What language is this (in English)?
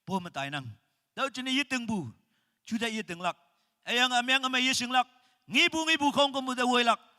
Naga Pidgin